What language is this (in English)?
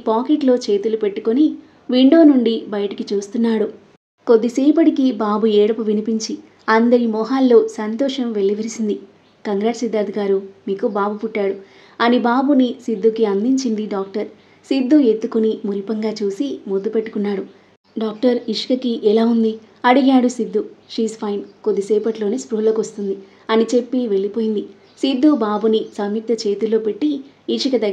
Telugu